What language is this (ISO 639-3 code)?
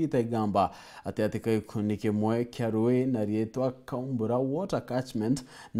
mer